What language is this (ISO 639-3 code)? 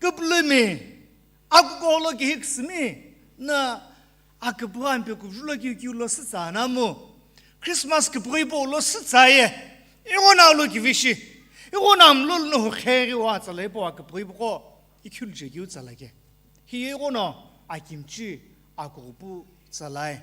nsm